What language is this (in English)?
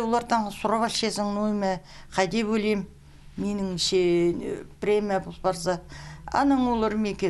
Khakas